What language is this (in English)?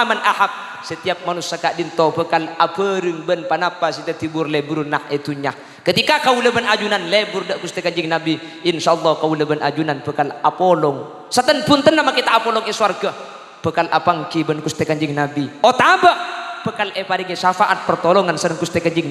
Madurese